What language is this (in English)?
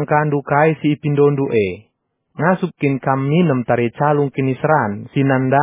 Batak Karo